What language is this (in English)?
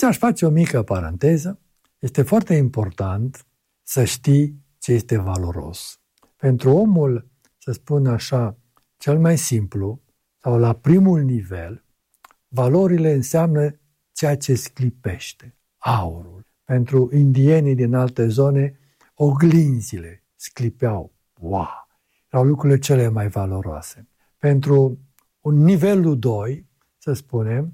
Romanian